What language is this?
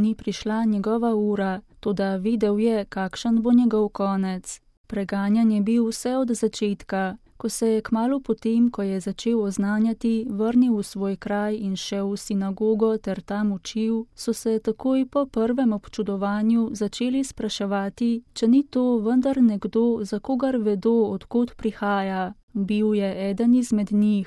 Slovenian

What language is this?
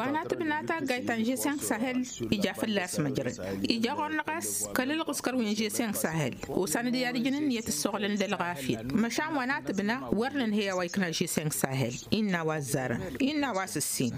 Tamasheq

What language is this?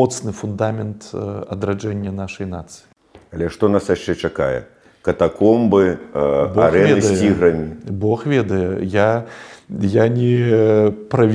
Belarusian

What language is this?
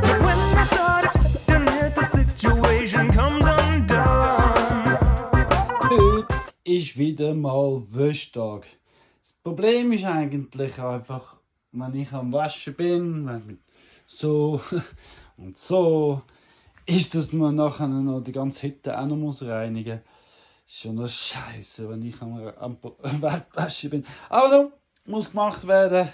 Swiss German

